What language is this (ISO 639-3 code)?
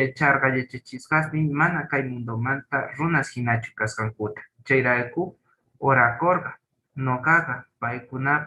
quh